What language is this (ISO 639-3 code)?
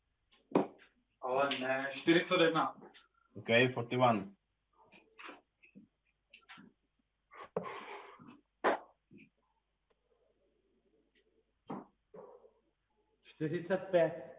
ces